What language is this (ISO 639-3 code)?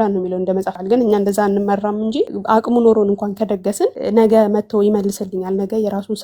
amh